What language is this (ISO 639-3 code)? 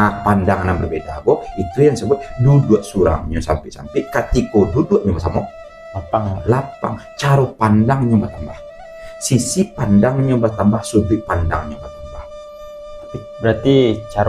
min